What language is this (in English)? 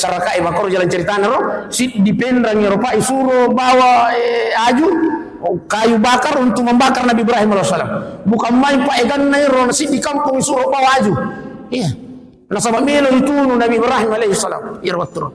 Buginese